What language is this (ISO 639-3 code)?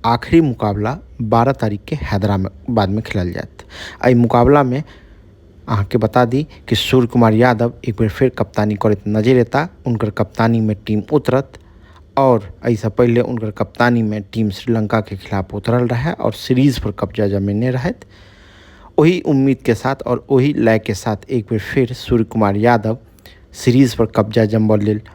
mai